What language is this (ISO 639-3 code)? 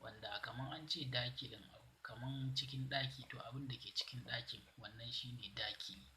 hau